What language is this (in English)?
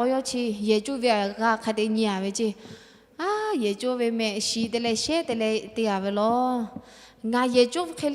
Lahu